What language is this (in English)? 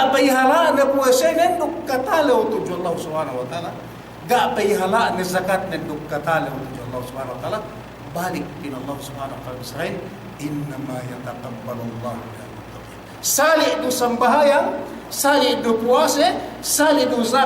Yakan